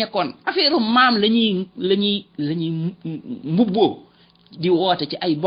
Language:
Wolof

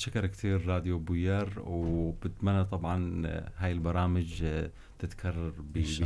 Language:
North Levantine Arabic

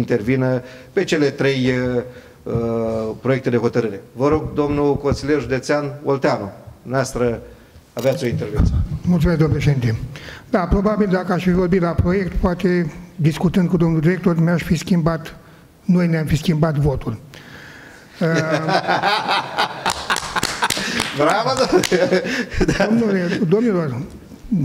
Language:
Romanian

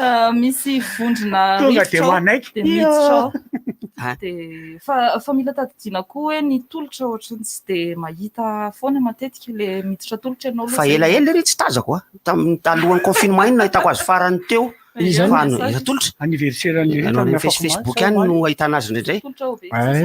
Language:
Malagasy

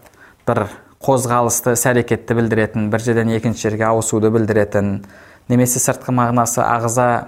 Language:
Kazakh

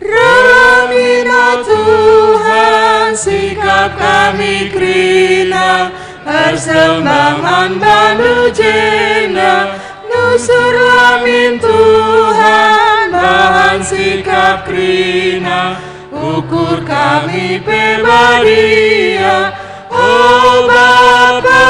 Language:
Batak Karo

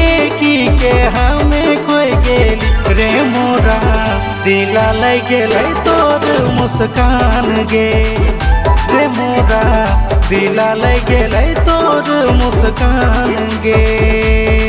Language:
Bhojpuri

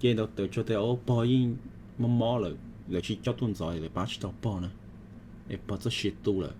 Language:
Hmong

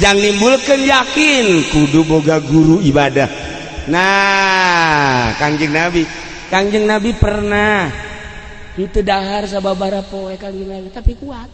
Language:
Sundanese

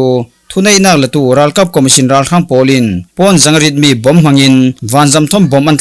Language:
Falam Chin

